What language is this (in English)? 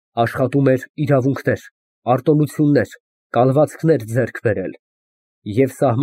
Armenian